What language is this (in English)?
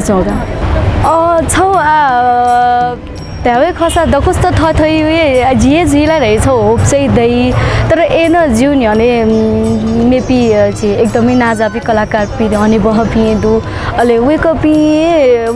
Newari